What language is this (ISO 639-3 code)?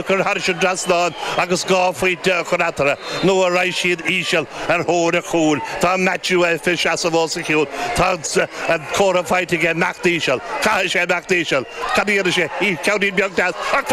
gle